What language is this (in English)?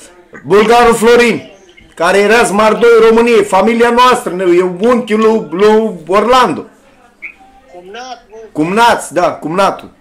Romanian